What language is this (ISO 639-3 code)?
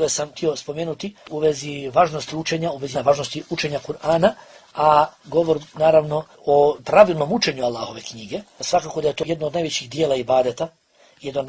bos